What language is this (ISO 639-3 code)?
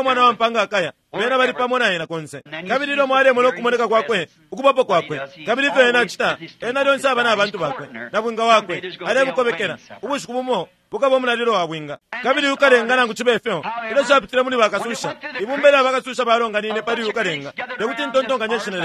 bem